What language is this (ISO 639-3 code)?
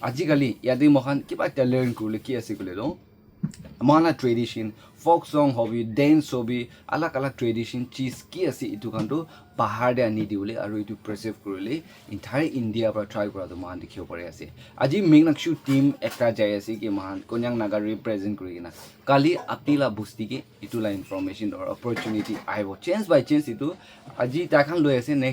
nag